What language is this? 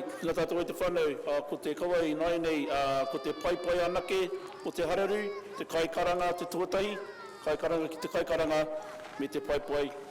Māori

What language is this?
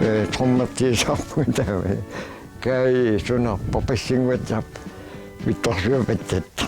Kalaallisut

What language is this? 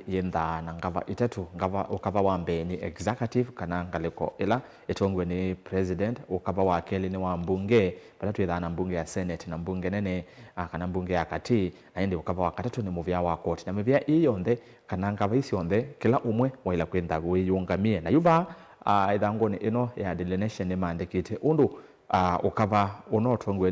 Kamba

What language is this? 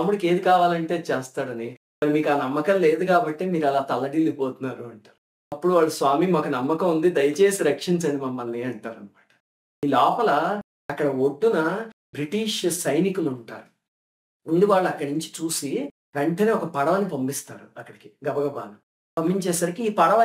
Telugu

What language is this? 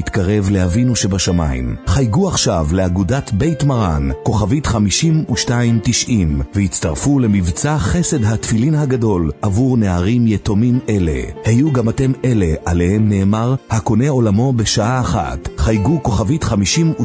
Hebrew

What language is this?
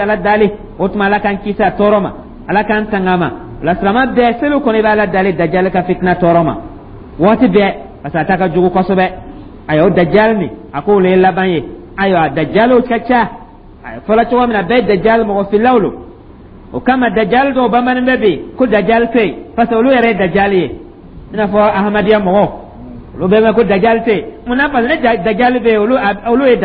Dyula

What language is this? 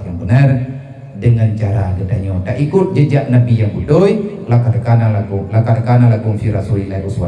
Achinese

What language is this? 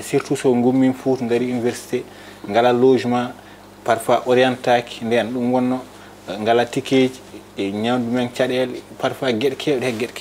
Fula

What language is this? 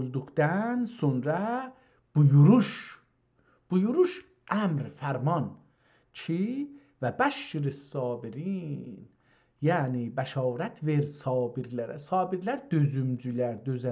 South Azerbaijani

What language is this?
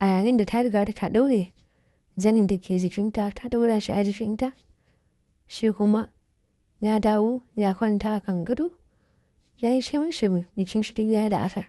Hausa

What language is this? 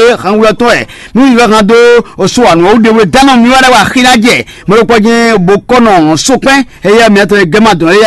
Fon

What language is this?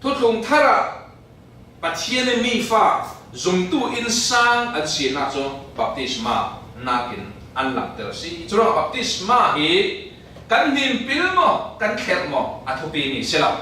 Falam Chin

